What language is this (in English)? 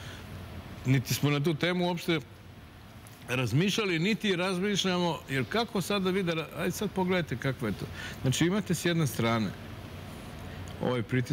Serbian